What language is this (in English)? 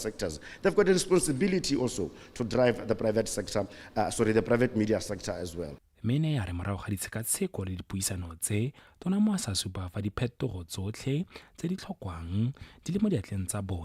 Tswana